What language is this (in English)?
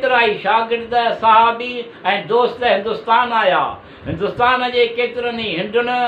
Sindhi